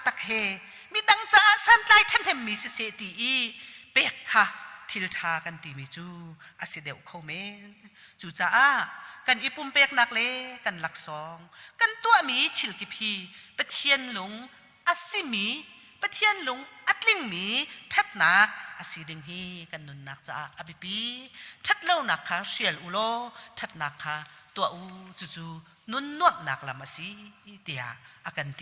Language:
Hakha Chin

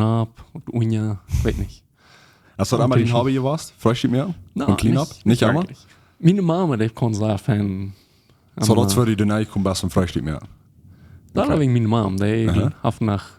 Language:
Plautdietsch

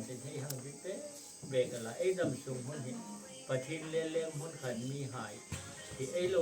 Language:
Hmar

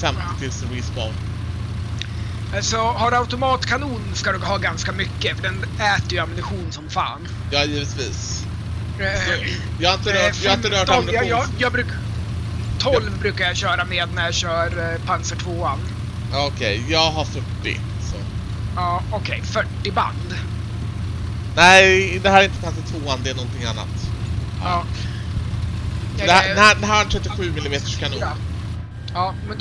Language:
Swedish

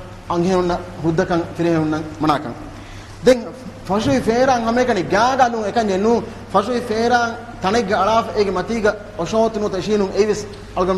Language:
Divehi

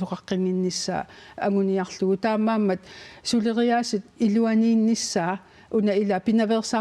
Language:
Kalaallisut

